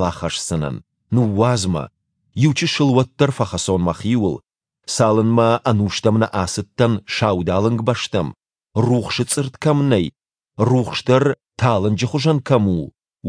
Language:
Ossetic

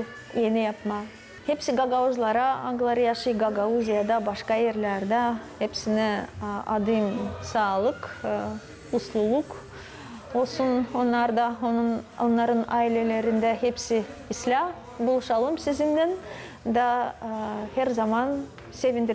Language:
Gagauz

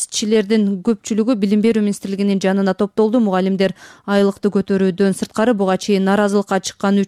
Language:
Kyrgyz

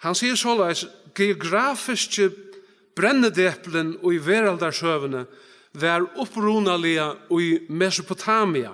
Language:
Faroese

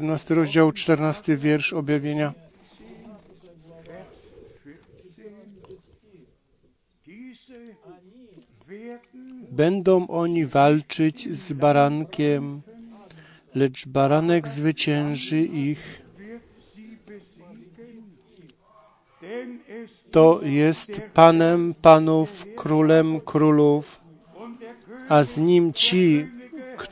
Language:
Polish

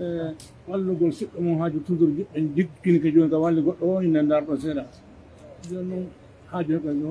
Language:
Pular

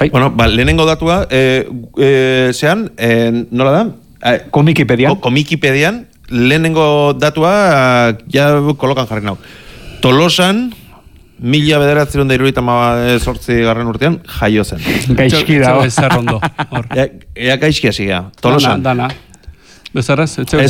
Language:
Basque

